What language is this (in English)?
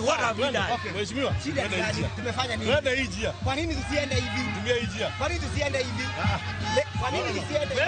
Luo (Kenya and Tanzania)